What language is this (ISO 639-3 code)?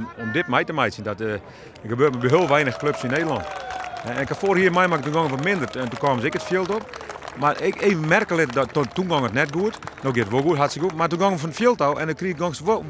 fry